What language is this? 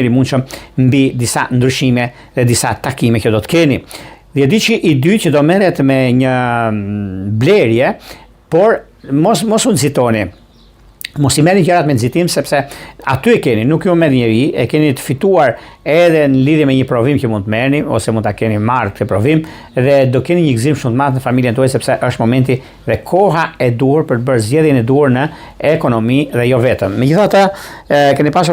Albanian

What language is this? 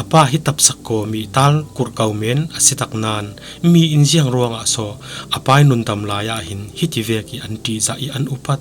Falam Chin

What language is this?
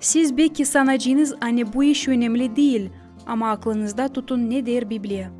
Gagauz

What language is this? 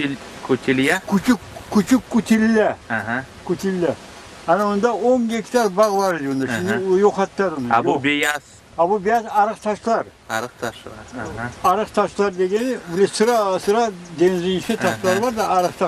Crimean Tatar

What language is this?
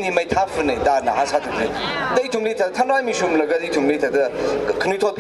Tangkhul Naga (India)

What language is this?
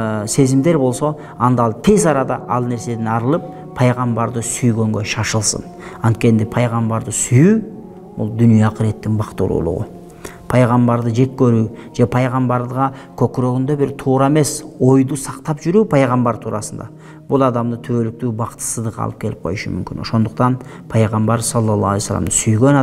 Kyrgyz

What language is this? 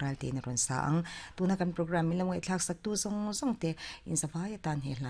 Mizo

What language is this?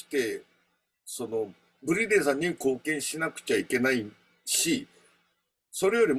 Japanese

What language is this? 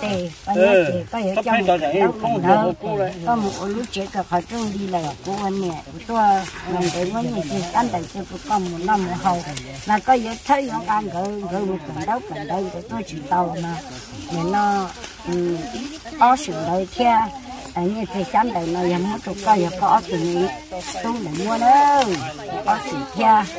Vietnamese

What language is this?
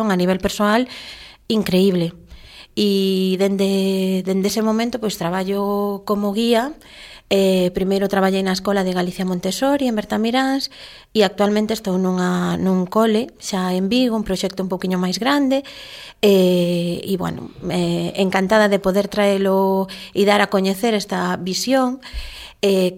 Galician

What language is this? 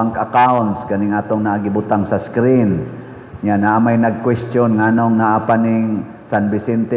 Cebuano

